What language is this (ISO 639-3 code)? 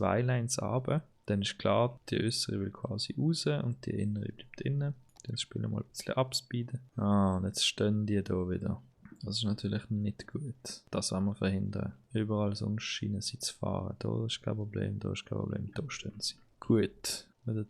gsw